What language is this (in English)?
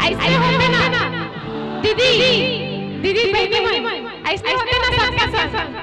Chhattisgarhi